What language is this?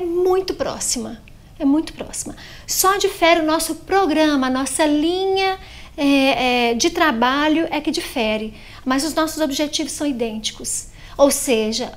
Portuguese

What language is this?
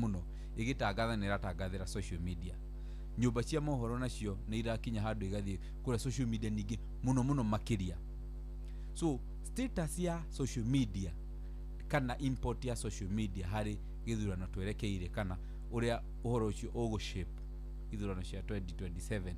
Kikuyu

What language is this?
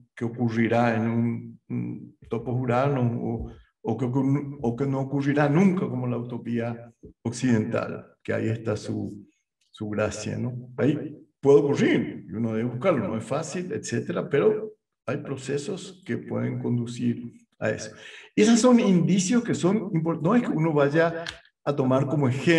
Spanish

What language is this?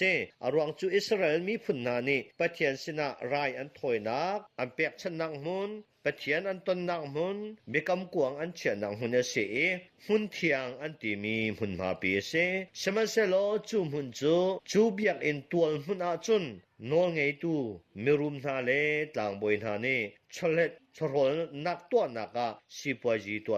Hakha Chin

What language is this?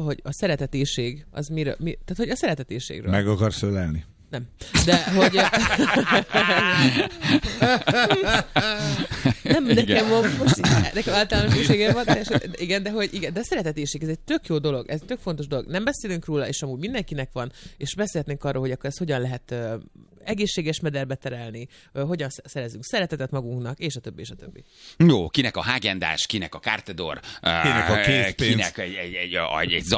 Hungarian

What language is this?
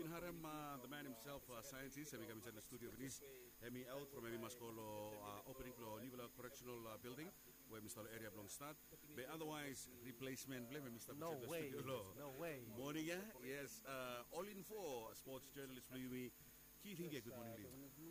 Bislama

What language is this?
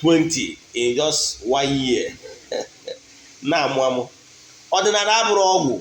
Igbo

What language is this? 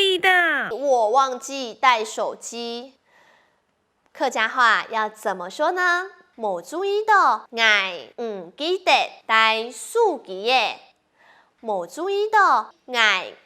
Hakka Chinese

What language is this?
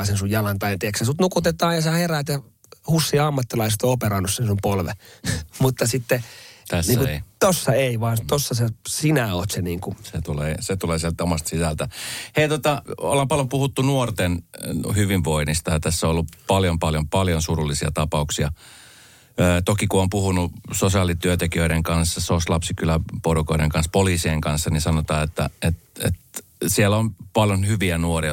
Finnish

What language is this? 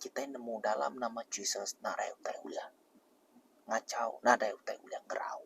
Iban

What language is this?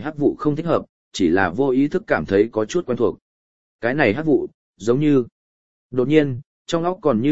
Vietnamese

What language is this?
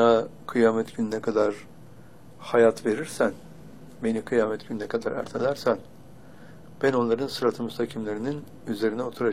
Turkish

